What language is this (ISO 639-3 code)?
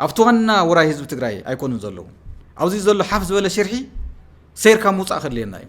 tir